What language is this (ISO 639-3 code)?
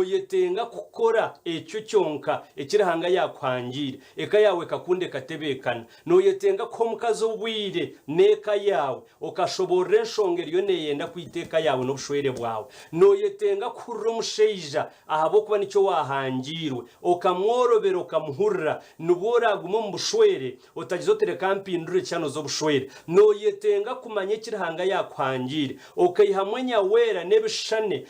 nyn